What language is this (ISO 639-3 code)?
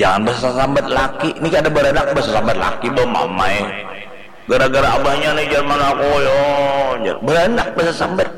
bjn